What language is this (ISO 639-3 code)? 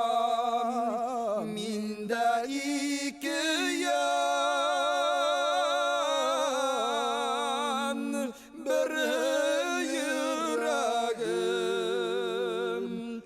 bak